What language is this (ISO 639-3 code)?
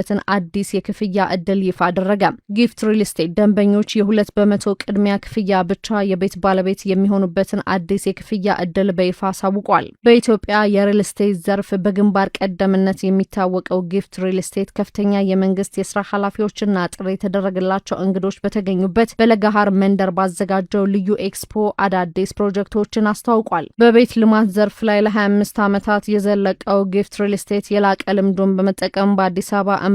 amh